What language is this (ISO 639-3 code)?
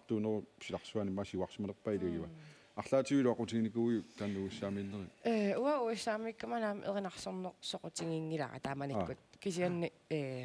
kal